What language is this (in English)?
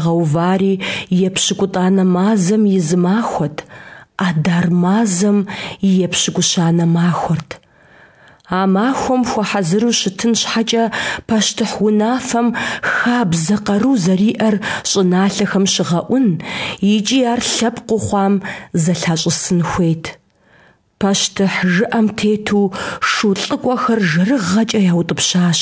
Kabardian